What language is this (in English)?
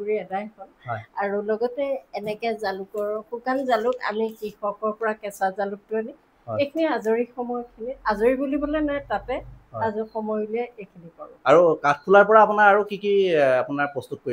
Assamese